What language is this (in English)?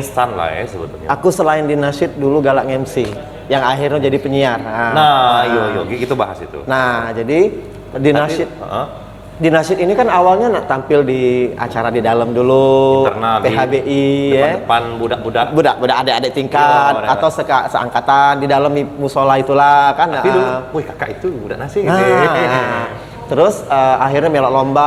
Musi